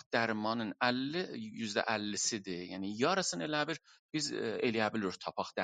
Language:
South Azerbaijani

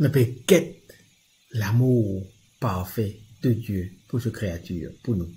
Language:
Morisyen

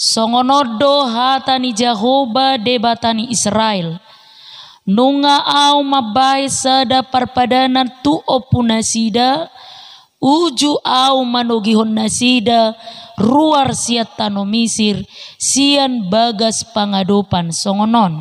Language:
Batak Toba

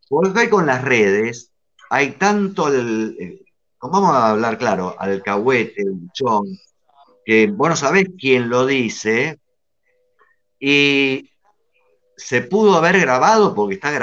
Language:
Spanish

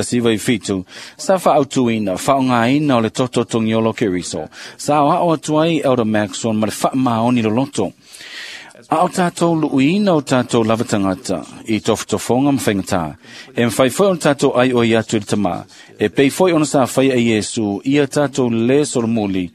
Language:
Samoan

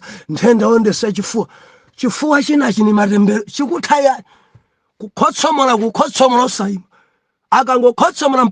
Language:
Nyanja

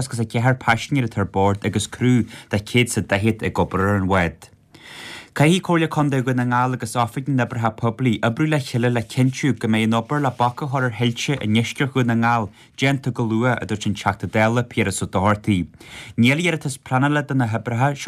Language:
Irish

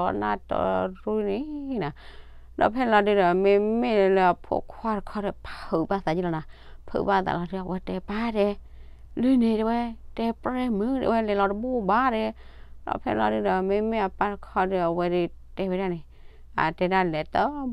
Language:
S'gaw Karen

